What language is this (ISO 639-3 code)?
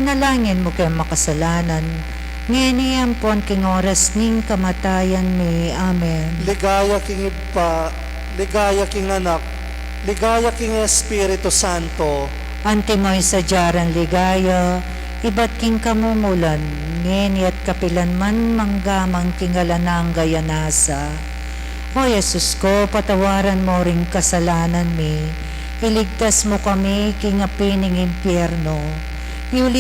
pam